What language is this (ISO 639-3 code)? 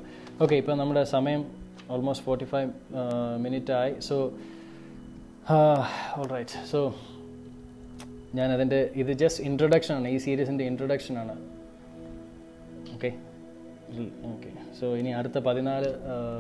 mal